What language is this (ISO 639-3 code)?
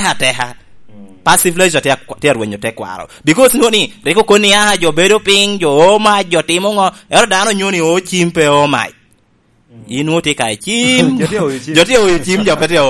laj